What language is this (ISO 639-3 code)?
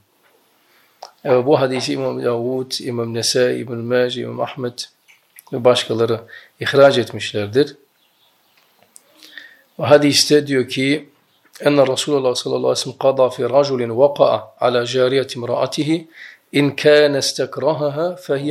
tur